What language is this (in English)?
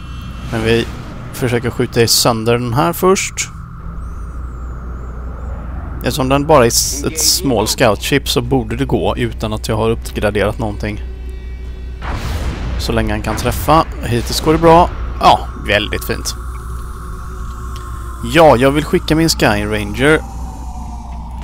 Swedish